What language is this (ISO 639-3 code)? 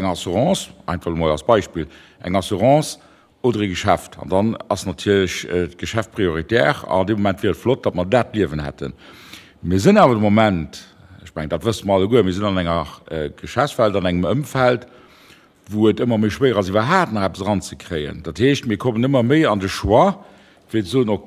ltz